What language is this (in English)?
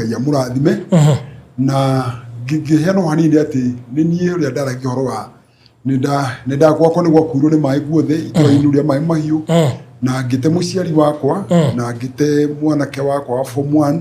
Kikuyu